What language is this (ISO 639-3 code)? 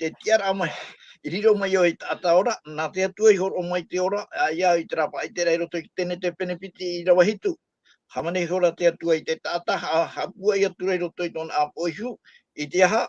tah